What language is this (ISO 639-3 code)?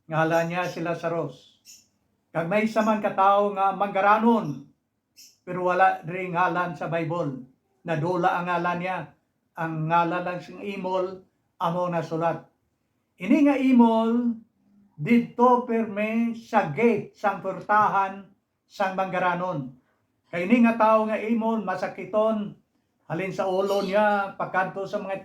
hil